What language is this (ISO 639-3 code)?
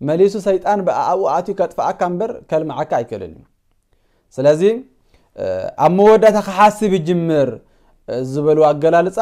tir